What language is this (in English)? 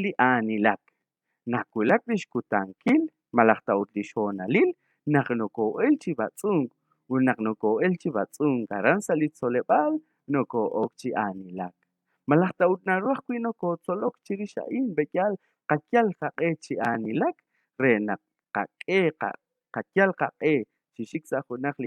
Kekchí